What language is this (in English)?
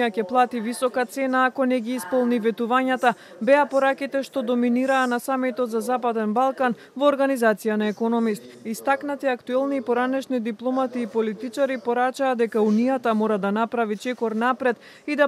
Macedonian